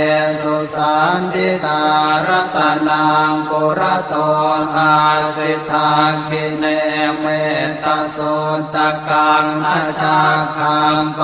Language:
Pali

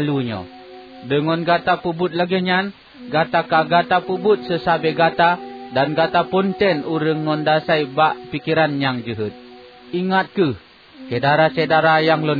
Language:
Achinese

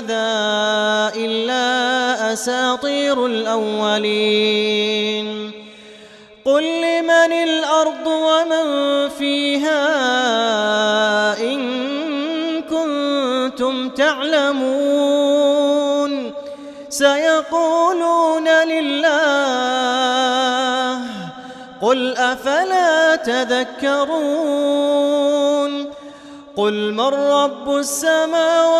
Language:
Arabic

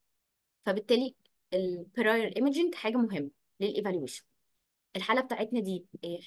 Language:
Egyptian Arabic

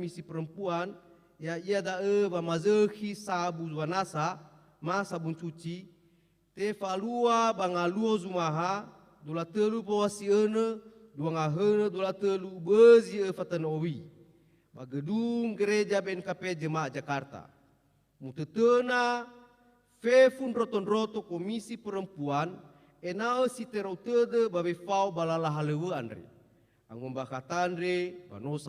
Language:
Nias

